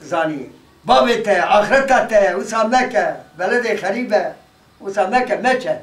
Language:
Kurdish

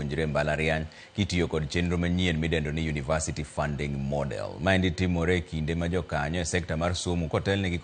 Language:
Luo (Kenya and Tanzania)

